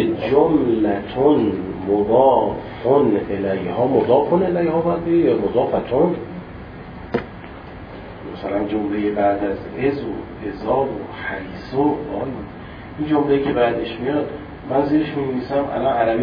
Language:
Persian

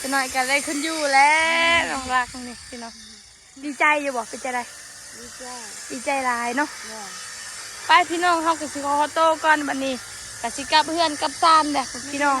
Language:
Northeastern Thai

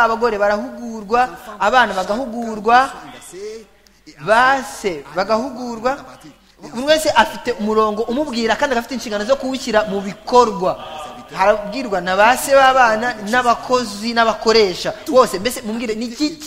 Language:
Kinyarwanda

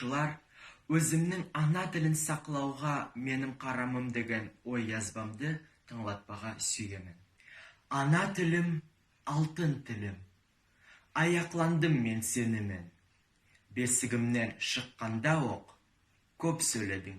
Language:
Nogai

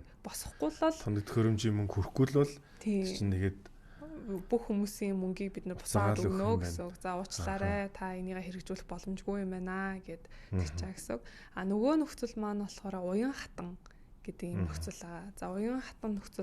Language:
Mongolian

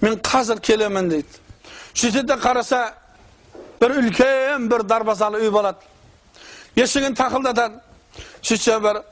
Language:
Kazakh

